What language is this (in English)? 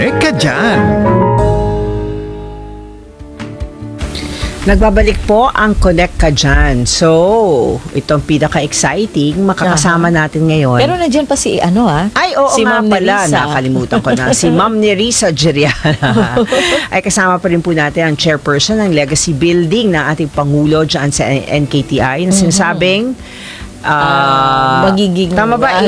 Filipino